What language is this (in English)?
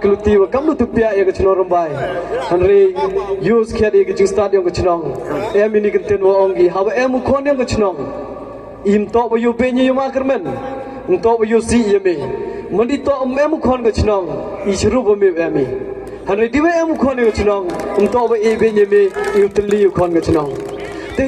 Pnar